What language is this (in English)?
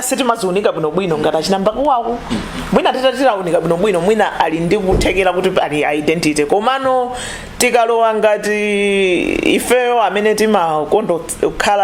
Nyanja